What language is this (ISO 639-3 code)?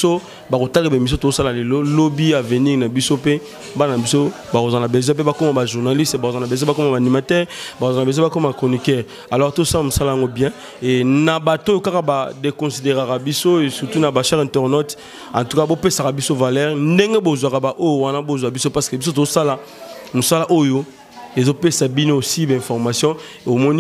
lin